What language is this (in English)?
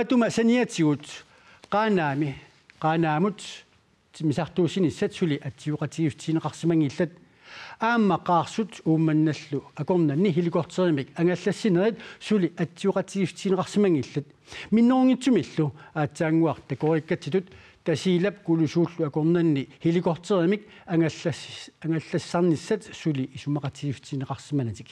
Kalaallisut